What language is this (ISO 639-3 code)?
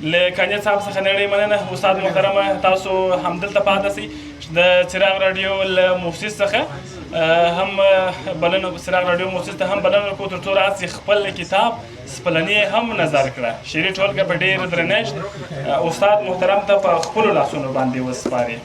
pus